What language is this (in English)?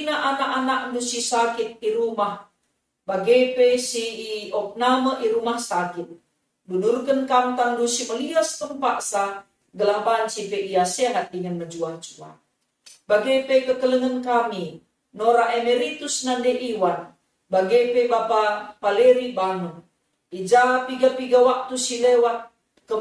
Batak Karo